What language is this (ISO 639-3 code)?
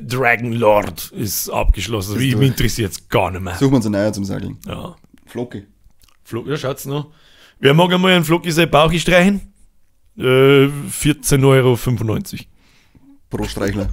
bar